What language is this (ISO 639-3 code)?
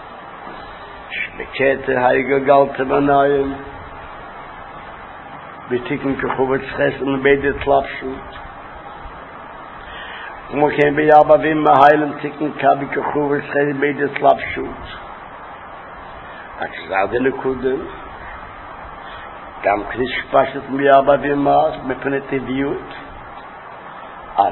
heb